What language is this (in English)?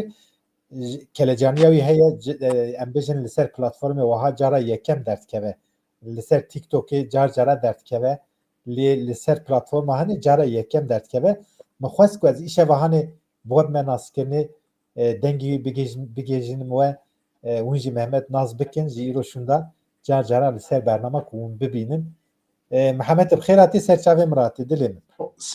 Kurdish